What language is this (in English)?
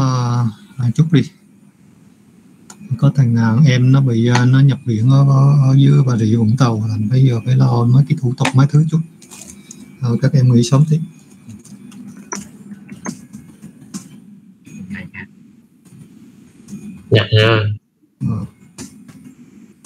Vietnamese